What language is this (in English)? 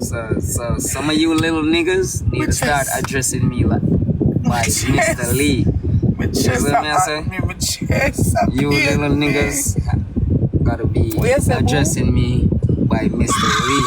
Jamaican Creole English